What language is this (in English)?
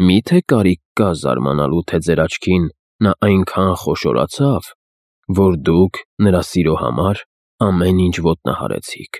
Armenian